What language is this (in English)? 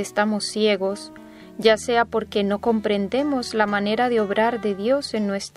Spanish